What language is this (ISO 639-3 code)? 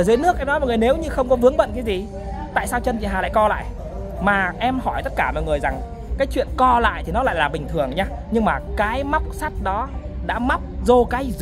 vie